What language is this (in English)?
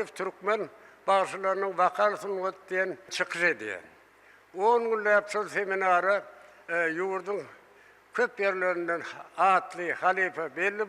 Turkmen